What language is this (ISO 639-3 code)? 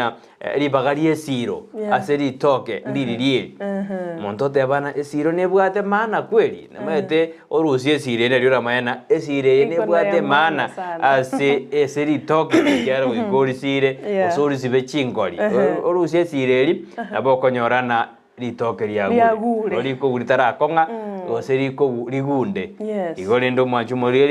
guz